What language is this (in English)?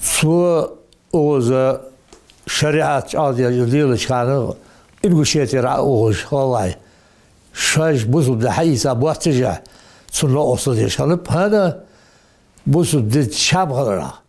Ingush